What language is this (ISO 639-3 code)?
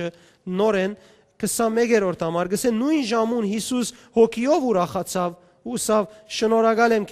hyw